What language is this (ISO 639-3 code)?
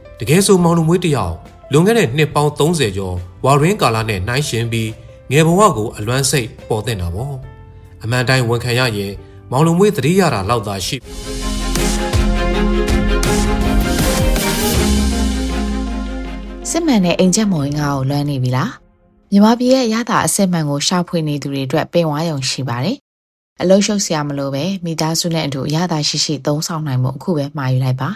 mya